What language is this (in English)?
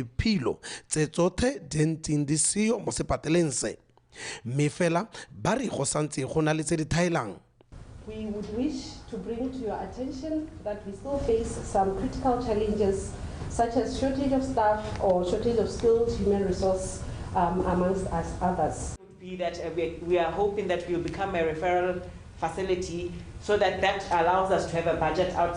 Tswana